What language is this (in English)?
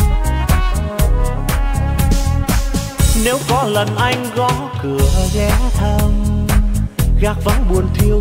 Vietnamese